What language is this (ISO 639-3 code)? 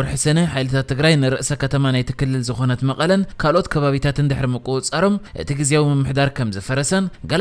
tir